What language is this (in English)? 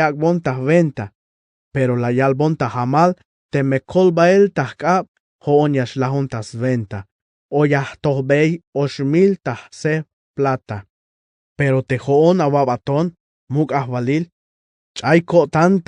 Tzeltal